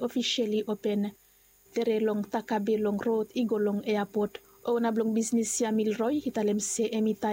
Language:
Bislama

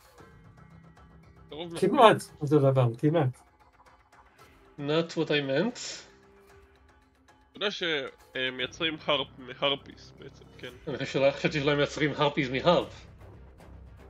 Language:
Hebrew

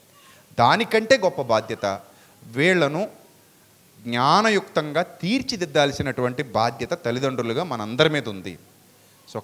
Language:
Telugu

